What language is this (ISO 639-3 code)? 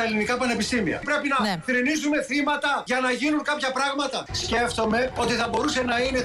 ell